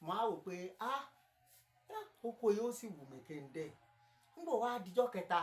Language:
Yoruba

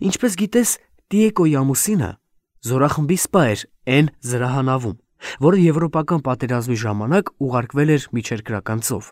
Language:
Armenian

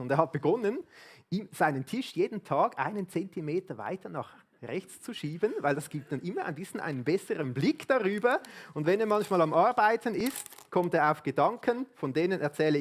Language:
Swiss German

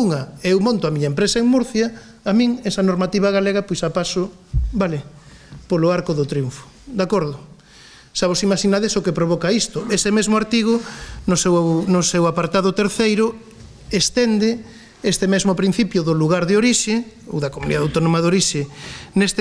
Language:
Galician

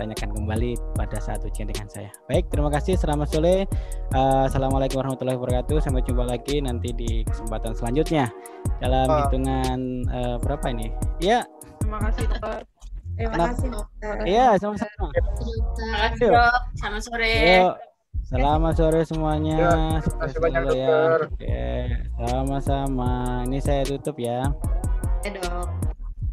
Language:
Indonesian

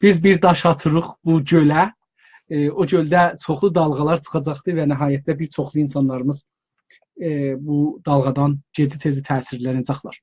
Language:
South Azerbaijani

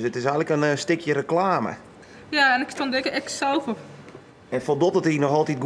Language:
Western Frisian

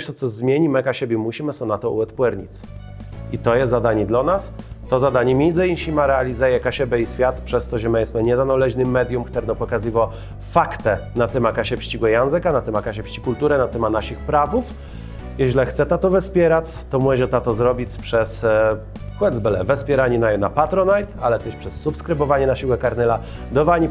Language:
Kashubian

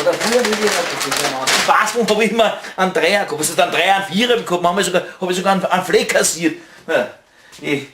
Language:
Bavarian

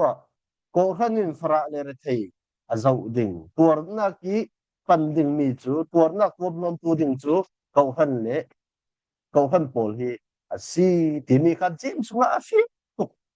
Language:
Falam Chin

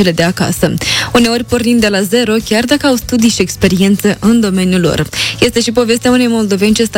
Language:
Romanian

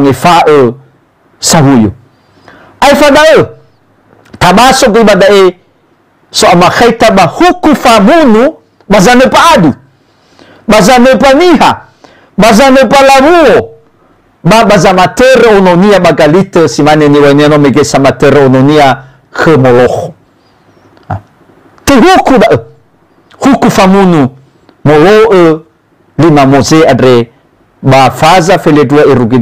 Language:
Nias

